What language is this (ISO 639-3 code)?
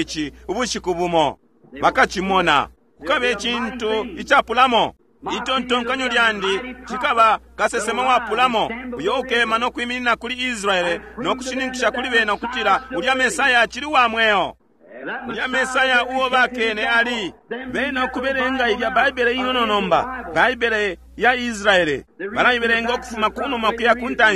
bem